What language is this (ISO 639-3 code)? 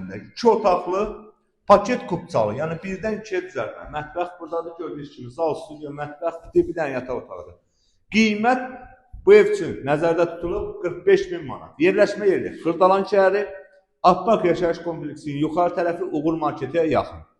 aze